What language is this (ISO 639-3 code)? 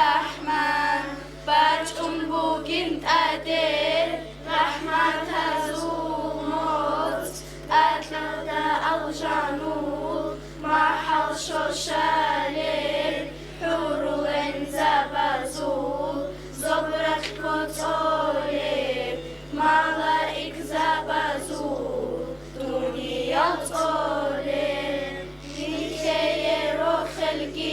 ava